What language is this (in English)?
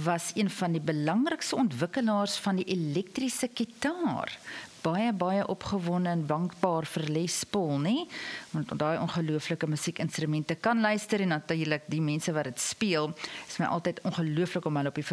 Afrikaans